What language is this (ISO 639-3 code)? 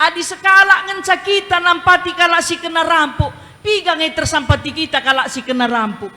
btx